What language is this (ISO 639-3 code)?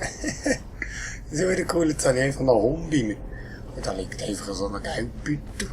gsw